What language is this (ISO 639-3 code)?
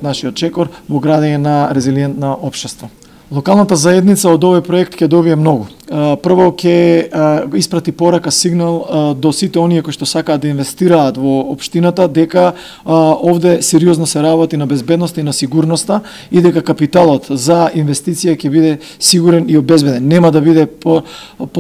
mkd